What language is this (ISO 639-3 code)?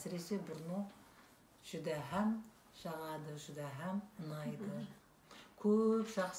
kaa